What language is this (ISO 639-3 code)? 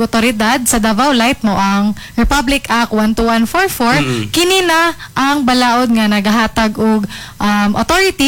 ceb